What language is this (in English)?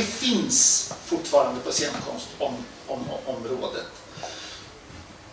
Swedish